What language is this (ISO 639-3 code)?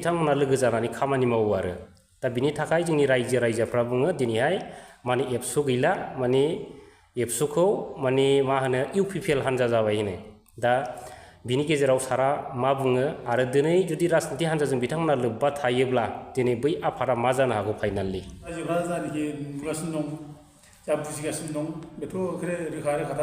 brx